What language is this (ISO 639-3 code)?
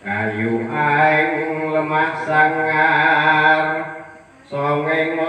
jav